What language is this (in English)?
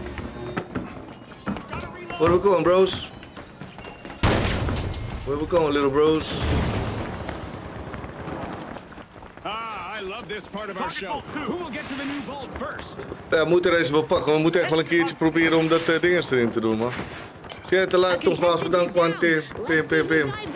Dutch